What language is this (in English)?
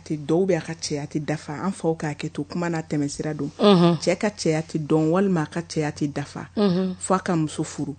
Bambara